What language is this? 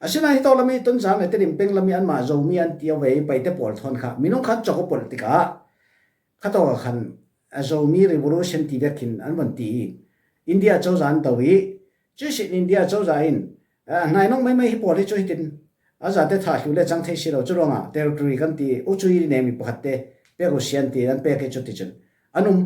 Falam Chin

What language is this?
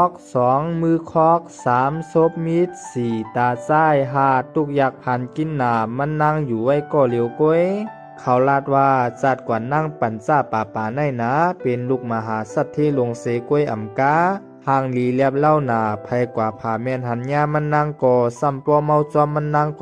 Shan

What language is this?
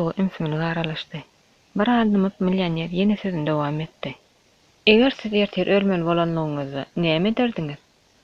Turkmen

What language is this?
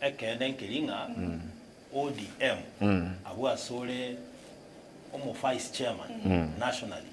Gusii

